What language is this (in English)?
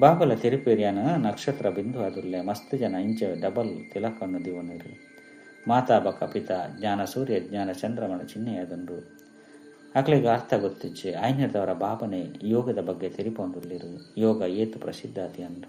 Tulu